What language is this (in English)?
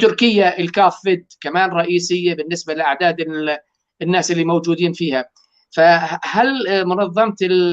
North Levantine Arabic